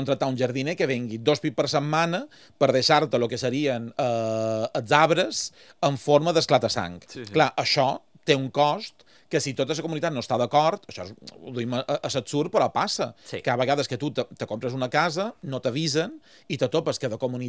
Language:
Catalan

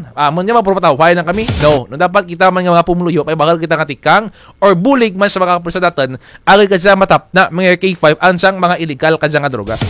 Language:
Kinaray-a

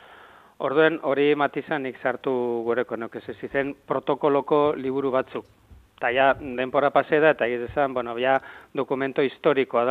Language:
Basque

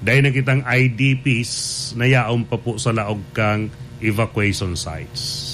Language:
Bikol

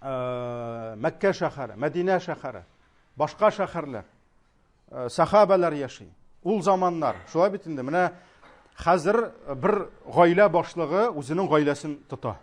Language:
Tatar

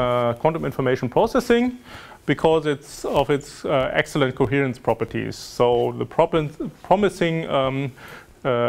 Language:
English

